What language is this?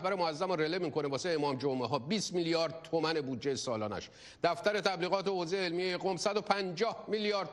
Persian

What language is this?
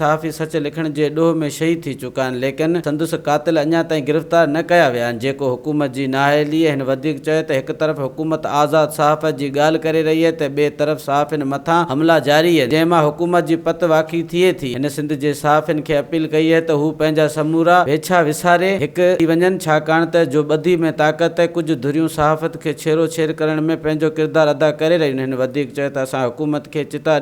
Sindhi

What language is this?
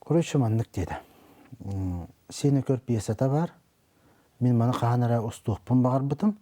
Yakut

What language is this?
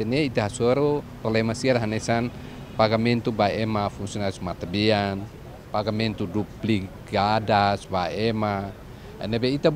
Tetum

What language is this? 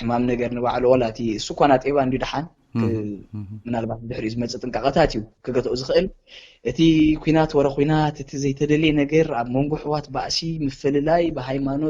Tigrinya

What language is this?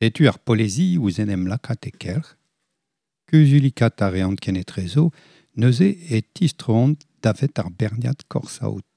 Breton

